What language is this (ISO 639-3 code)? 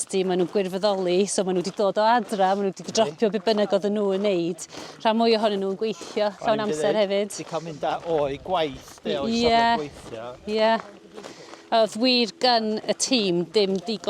cym